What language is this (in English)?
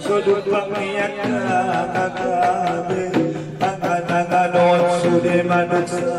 Batak Angkola